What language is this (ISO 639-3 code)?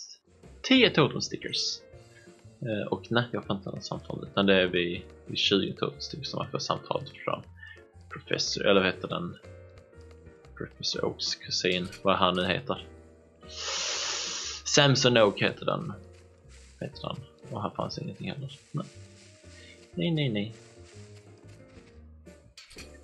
swe